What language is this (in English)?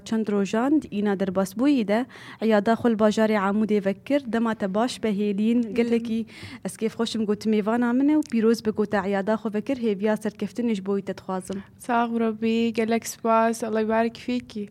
Kurdish